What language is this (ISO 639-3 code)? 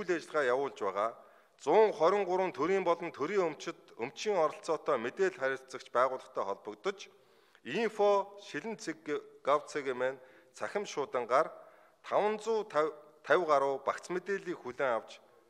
mon